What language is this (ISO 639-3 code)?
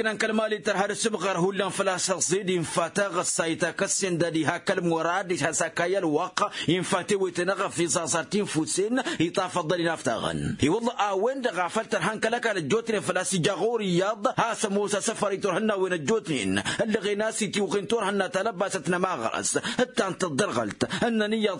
taq